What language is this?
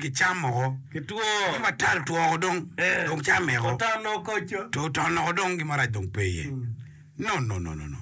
Acoli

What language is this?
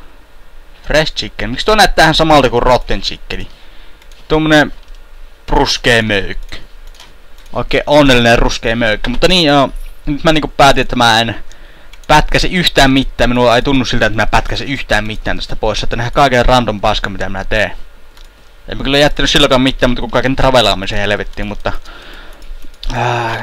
Finnish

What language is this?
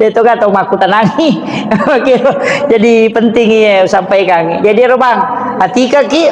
Buginese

